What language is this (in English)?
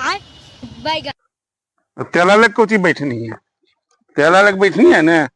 Magahi